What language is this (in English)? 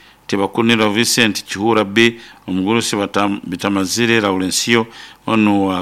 Nyoro